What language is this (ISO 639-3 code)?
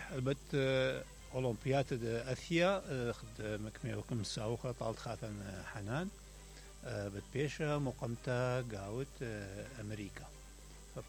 acm